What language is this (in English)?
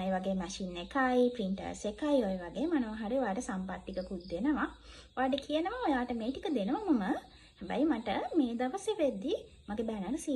Sinhala